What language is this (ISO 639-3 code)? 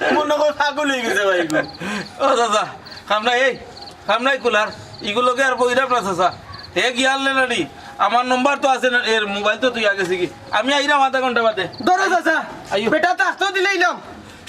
syl